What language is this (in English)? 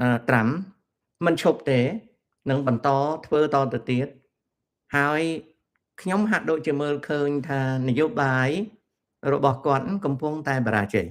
Khmer